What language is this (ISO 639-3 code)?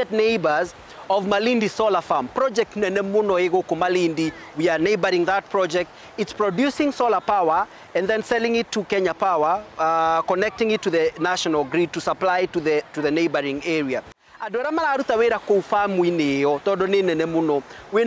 kik